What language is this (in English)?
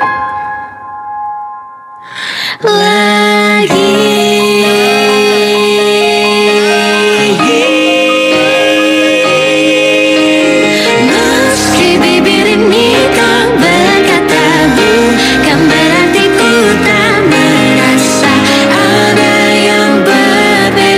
Indonesian